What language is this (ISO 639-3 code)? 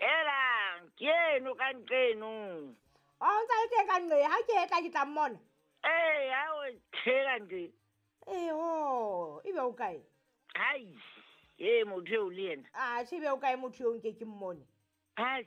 sot